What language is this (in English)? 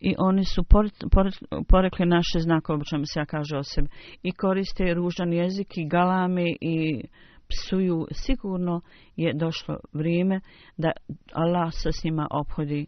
Bosnian